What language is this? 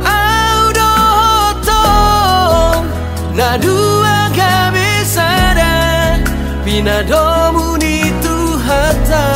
Batak Toba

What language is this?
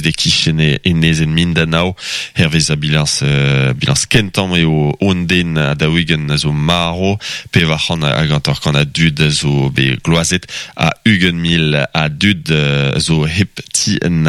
Breton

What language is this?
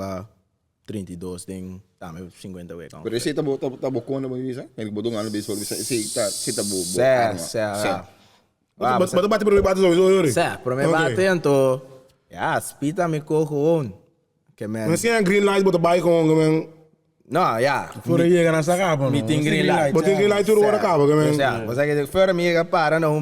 Papiamento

